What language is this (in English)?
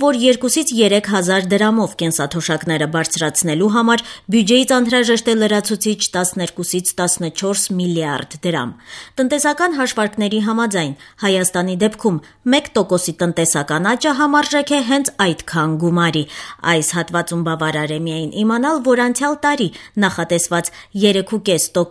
Armenian